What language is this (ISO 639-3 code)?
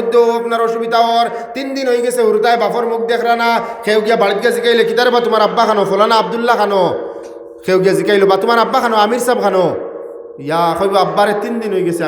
syl